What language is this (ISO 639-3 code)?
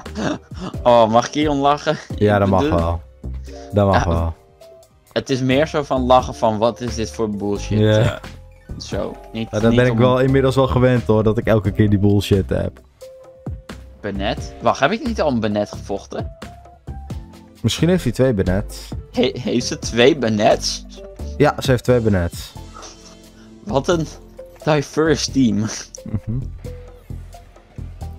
nld